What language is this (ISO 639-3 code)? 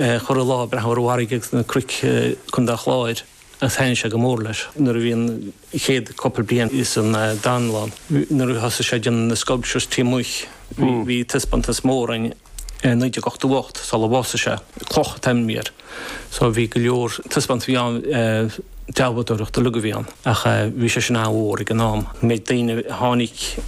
gle